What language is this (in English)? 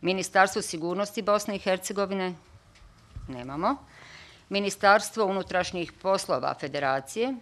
Bosnian